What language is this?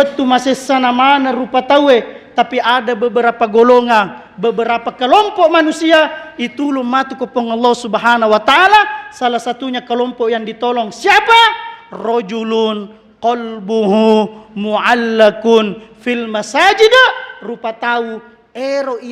Buginese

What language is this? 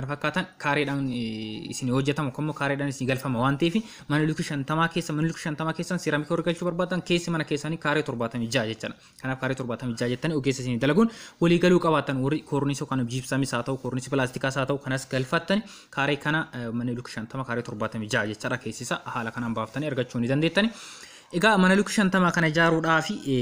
Oromo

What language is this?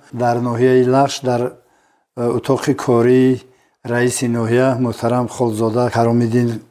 Tajik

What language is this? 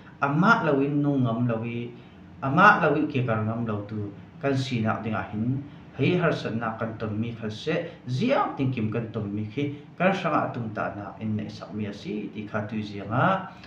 Falam Chin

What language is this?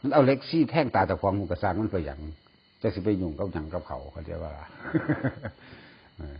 Lao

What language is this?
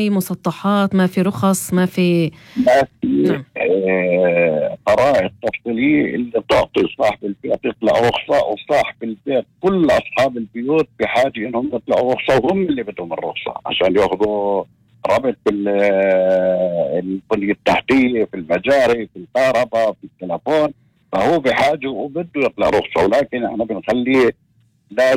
North Levantine Arabic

